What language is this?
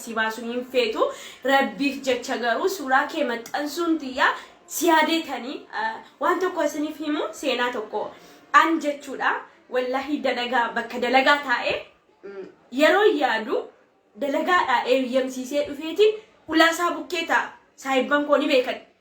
Oromo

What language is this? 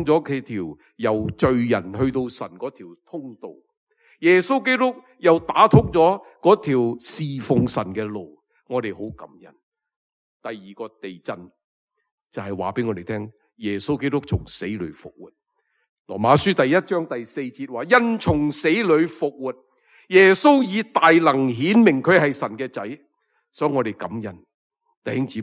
Cantonese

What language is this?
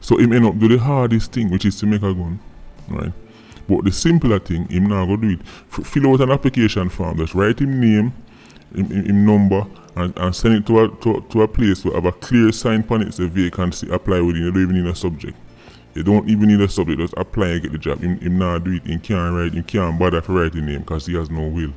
Jamaican Creole English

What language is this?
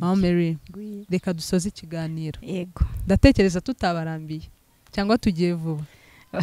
Kinyarwanda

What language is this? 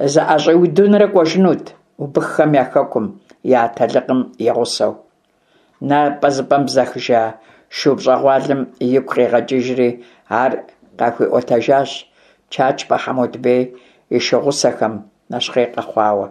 Kabardian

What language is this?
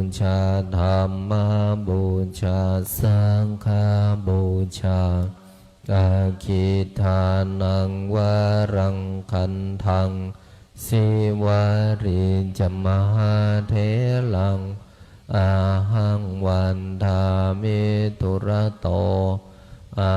Pali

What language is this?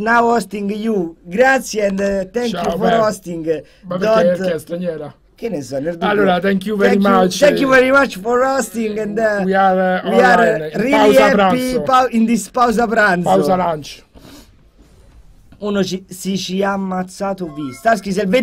Italian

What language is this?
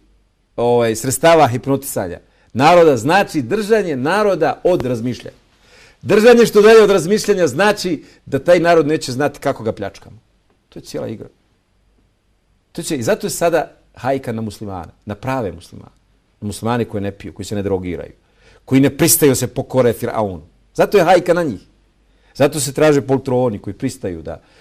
Bosnian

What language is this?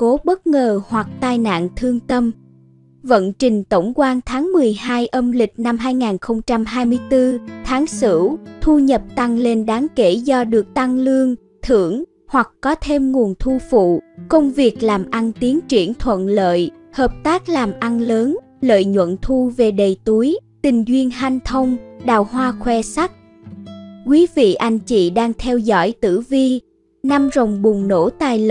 Vietnamese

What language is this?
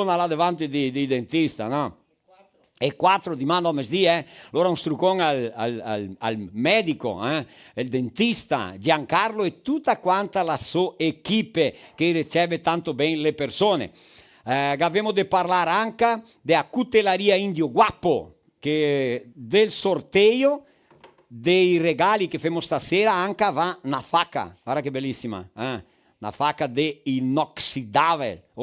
Venetian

